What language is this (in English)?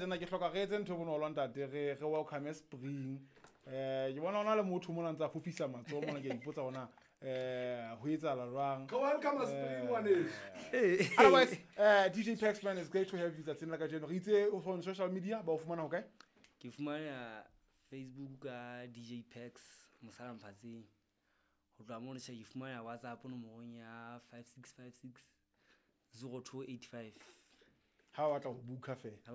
Southern Sotho